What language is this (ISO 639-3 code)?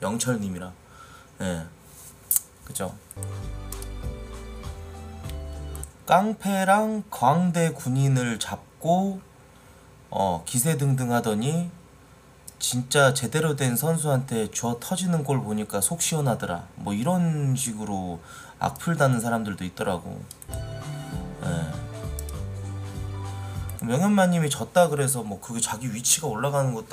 kor